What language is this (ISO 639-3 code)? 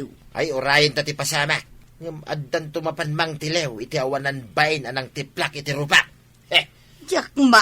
ilo